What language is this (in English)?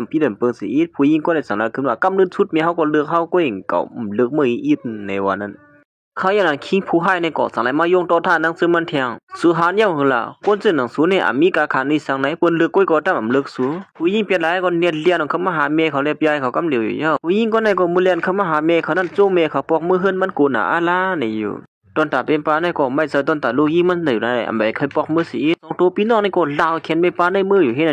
Shan